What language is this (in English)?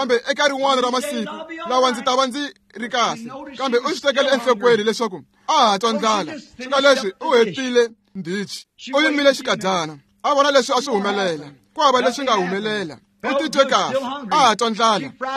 Tsonga